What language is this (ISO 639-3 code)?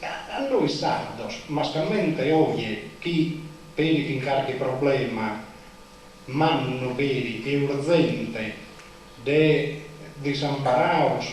srd